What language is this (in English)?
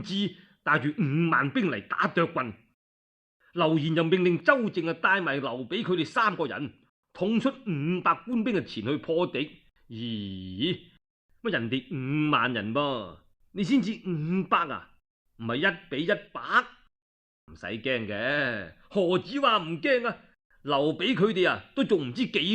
Cantonese